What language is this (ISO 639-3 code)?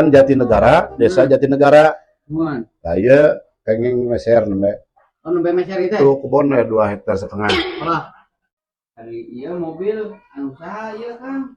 sun